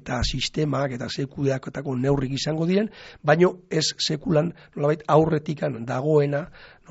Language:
Basque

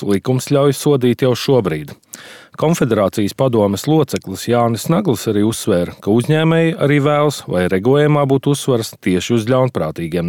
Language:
Latvian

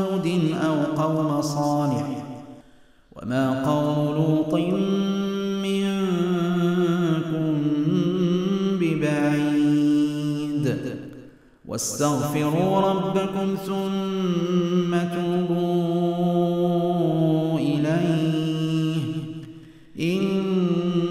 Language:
Arabic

